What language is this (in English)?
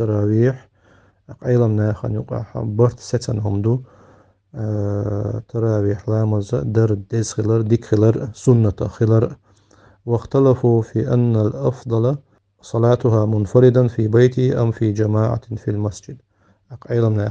Chechen